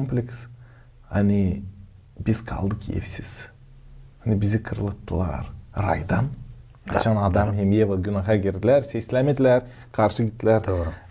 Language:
Gagauz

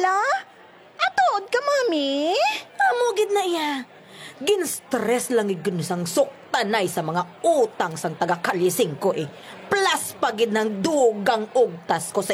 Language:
Hiligaynon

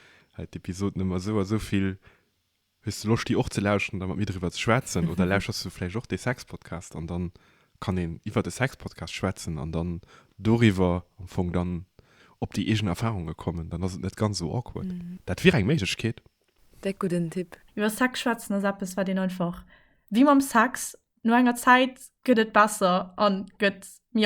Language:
Luxembourgish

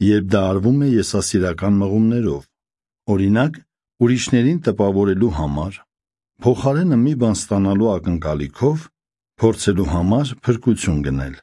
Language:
Armenian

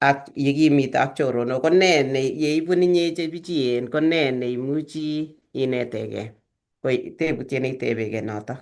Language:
Kalenjin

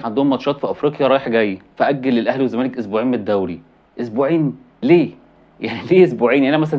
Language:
Egyptian Arabic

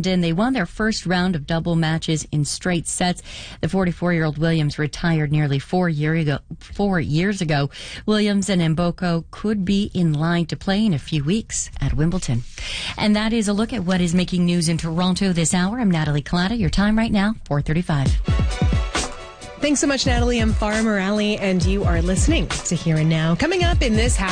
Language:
English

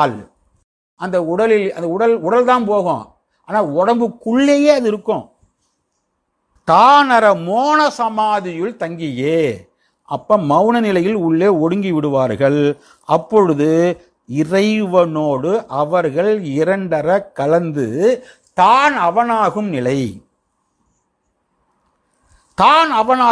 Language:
Tamil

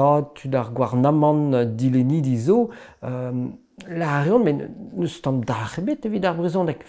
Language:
Breton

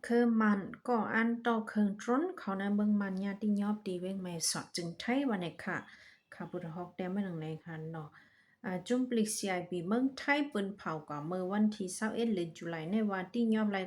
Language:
Shan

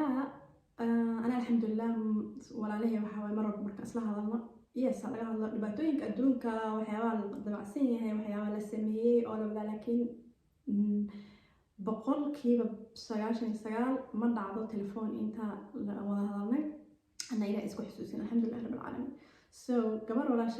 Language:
Somali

